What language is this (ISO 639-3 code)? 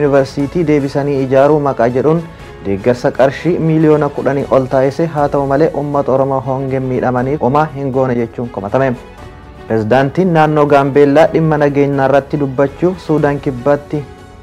orm